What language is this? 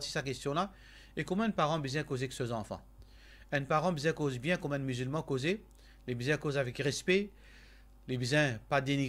Morisyen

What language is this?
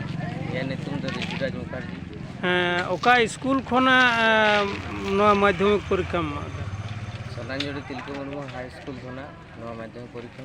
Santali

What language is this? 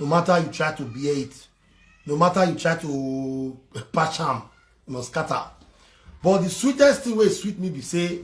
Nigerian Pidgin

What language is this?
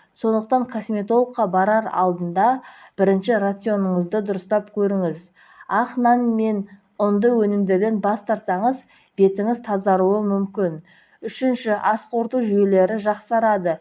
Kazakh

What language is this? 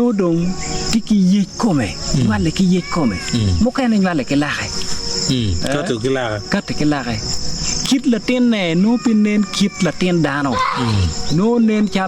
Acoli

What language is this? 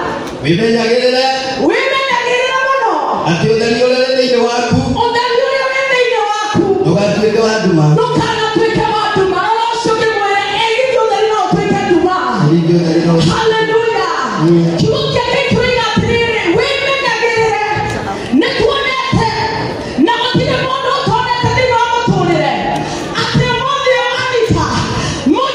Kikuyu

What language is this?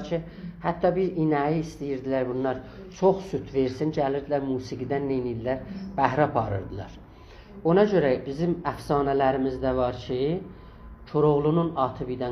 South Azerbaijani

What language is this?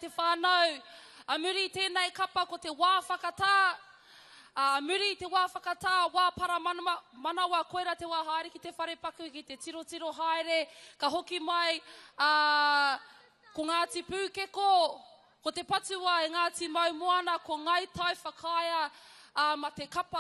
Māori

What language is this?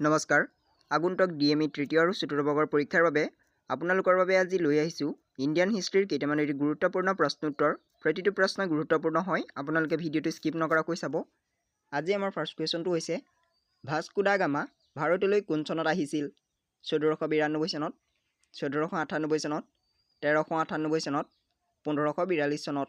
Assamese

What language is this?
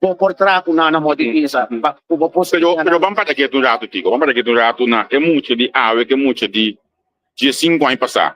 Papiamento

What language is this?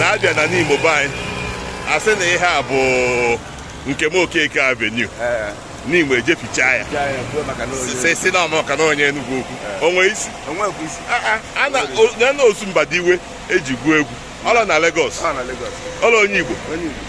Igbo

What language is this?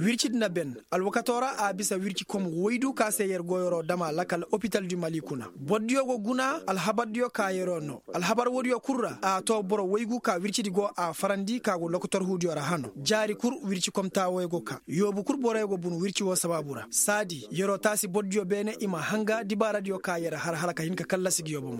Koyraboro Senni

